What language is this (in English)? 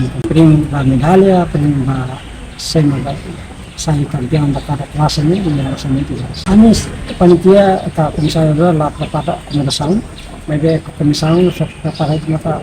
Tetum